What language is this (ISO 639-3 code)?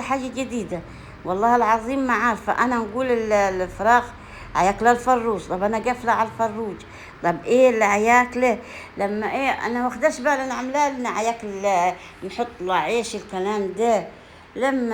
arz